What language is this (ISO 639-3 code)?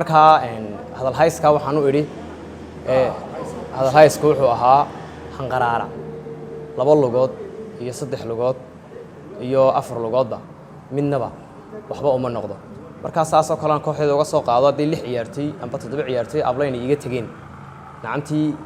som